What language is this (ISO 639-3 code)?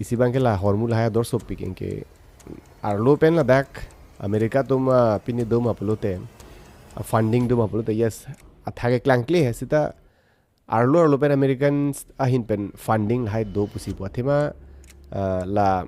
mjw